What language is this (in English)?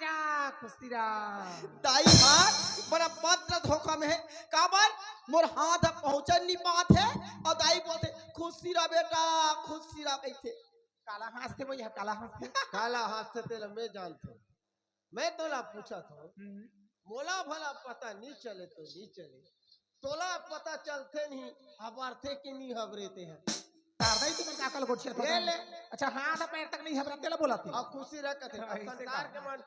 Chhattisgarhi